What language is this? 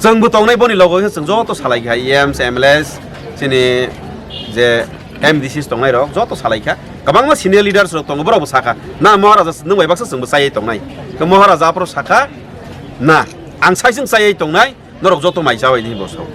Kok Borok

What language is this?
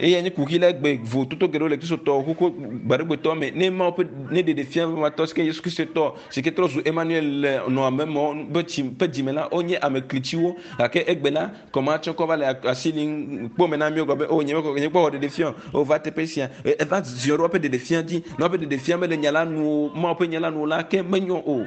Ewe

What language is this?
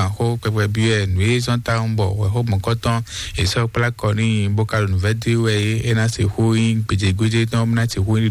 Fon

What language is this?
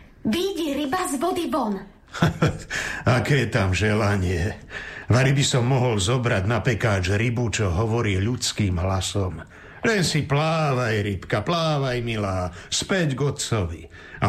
Slovak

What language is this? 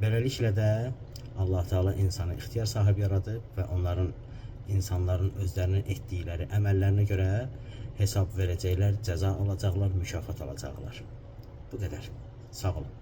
Azerbaijani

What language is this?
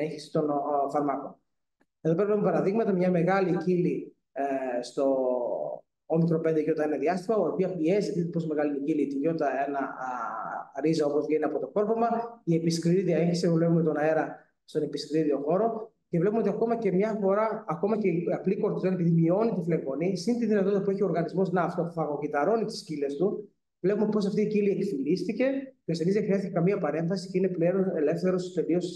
Greek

